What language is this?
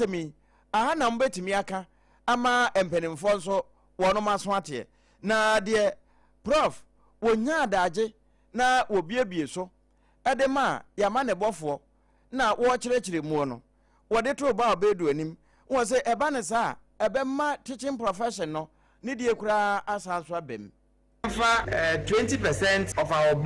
Akan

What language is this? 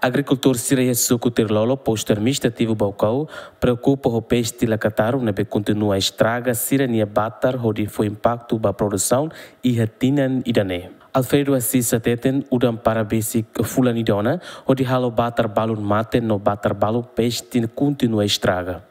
Tetum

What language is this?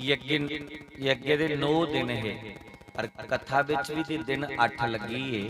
Dogri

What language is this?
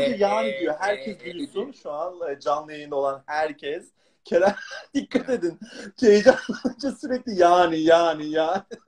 Turkish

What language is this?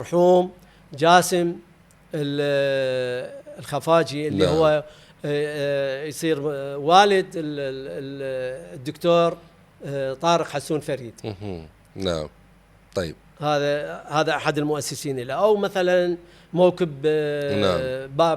Mesopotamian Arabic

